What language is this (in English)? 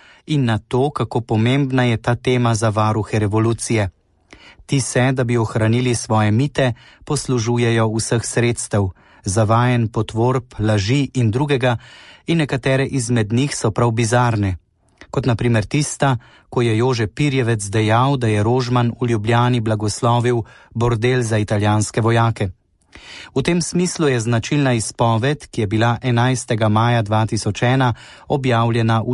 Slovenian